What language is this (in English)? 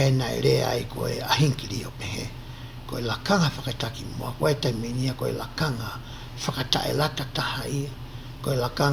Tongan